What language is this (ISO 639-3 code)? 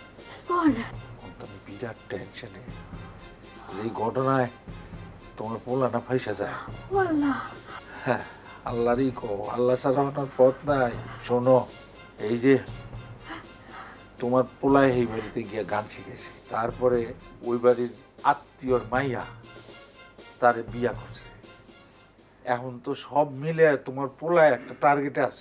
ben